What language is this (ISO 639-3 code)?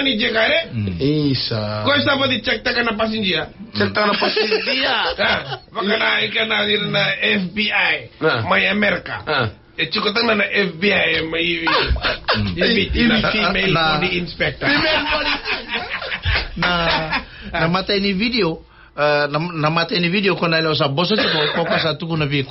fij